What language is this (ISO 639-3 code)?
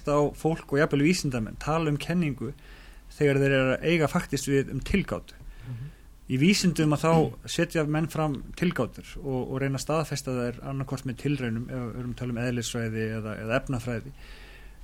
isl